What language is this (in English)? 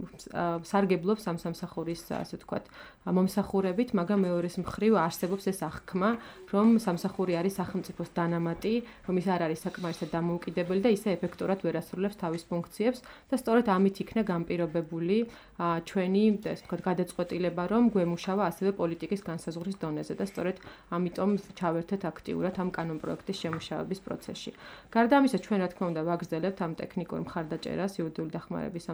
Georgian